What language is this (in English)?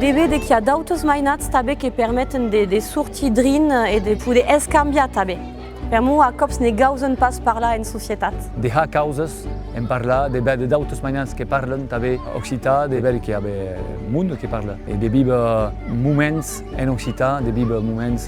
Occitan